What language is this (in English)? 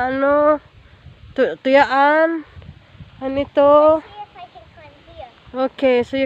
Cebuano